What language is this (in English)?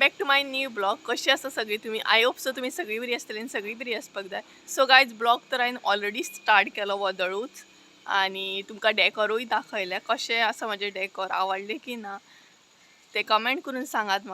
Konkani